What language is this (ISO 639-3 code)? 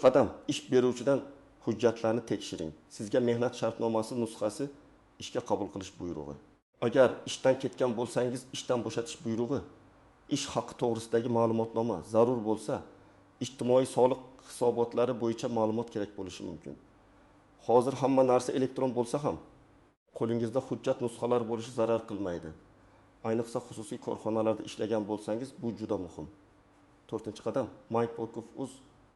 uzb